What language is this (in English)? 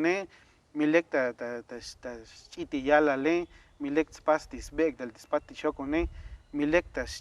Tzotzil